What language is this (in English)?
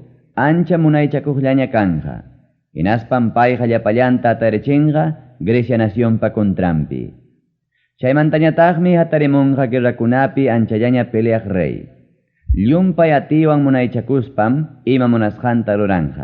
Ayacucho Quechua